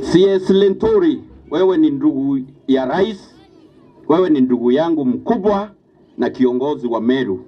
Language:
Meru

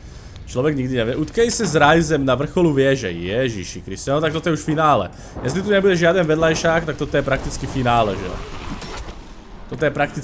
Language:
Slovak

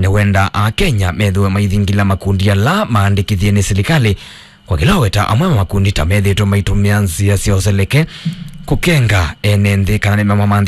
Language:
Kamba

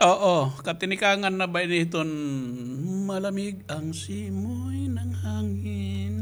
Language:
Waray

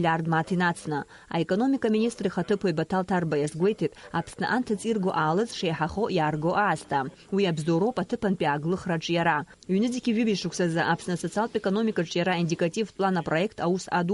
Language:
Abkhazian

